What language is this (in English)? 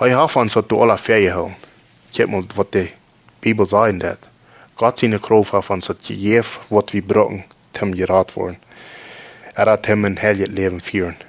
Plautdietsch